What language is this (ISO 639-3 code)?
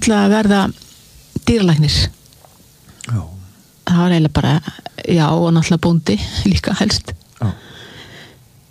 isl